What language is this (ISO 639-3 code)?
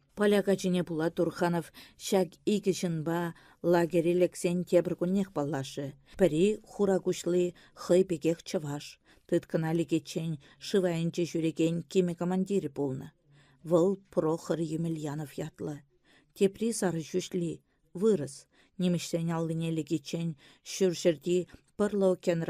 chv